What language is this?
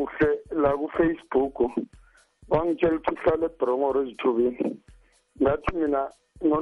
South Ndebele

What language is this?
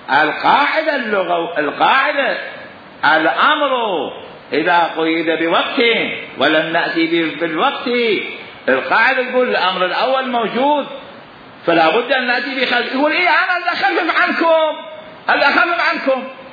Mesopotamian Arabic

